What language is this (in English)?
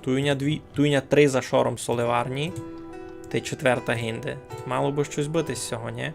Rusyn